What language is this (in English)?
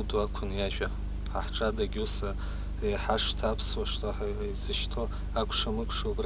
Abkhazian